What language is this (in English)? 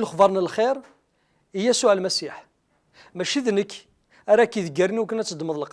Kabyle